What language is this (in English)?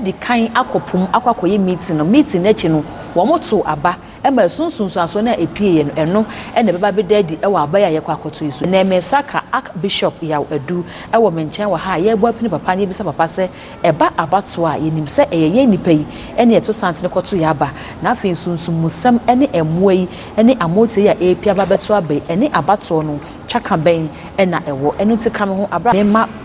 Akan